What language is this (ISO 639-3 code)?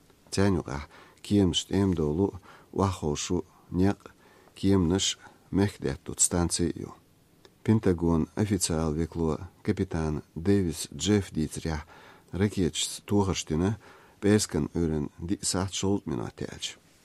che